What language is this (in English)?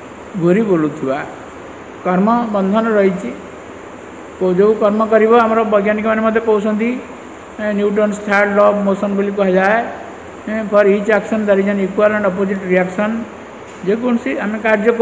Odia